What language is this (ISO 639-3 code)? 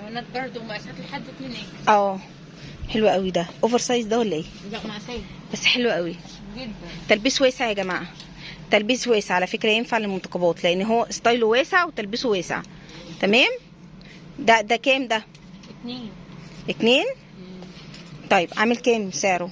arz